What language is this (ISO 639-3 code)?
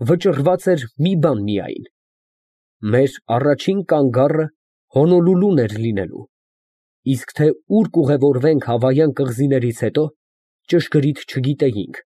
hye